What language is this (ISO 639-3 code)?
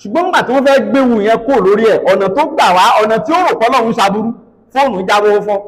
yor